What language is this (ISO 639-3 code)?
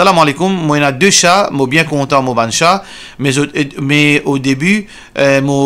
mfe